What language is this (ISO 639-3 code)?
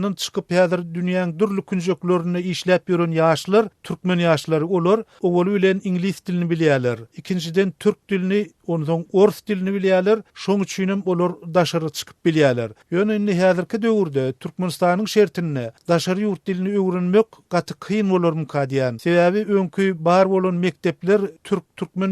tuk